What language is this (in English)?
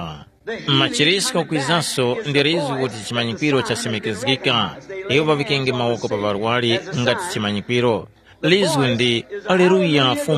Tumbuka